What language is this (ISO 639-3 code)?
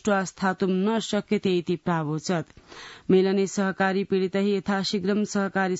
san